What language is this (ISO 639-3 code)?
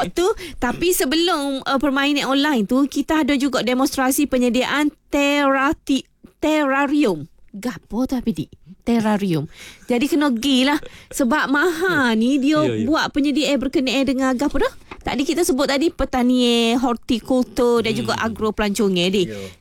msa